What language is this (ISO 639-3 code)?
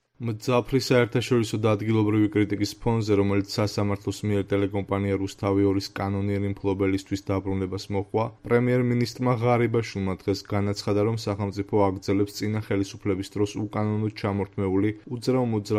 kat